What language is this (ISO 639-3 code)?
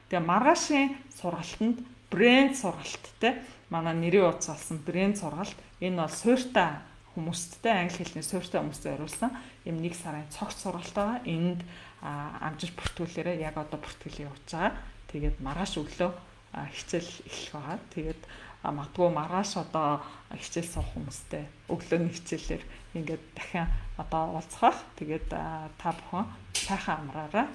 mon